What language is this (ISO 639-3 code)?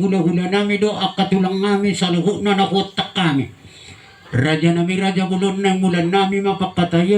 bbc